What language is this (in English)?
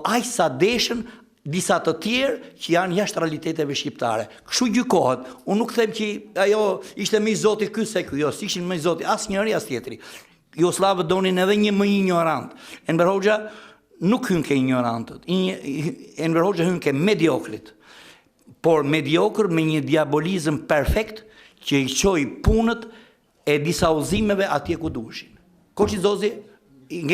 Albanian